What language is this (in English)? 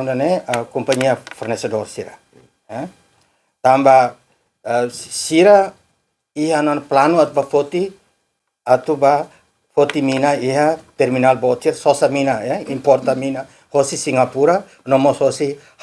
Tetum